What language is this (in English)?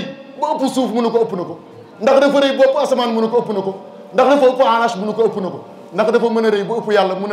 Wolof